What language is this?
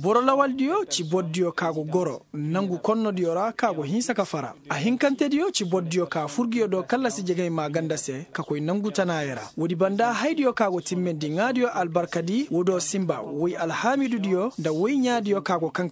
Koyraboro Senni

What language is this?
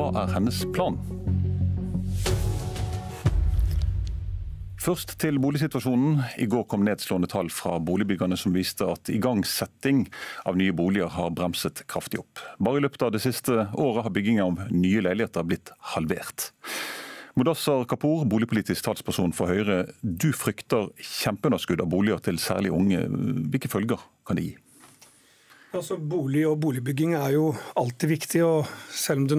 Norwegian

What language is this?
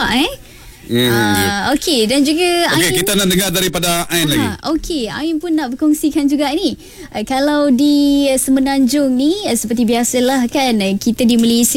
Malay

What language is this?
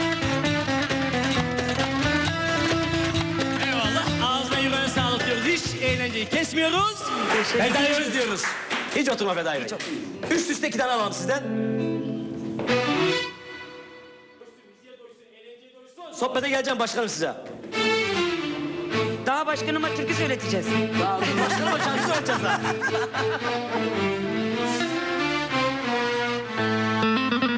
Turkish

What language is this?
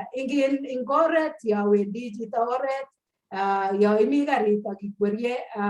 Kalenjin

